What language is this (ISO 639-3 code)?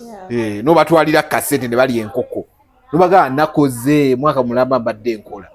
lug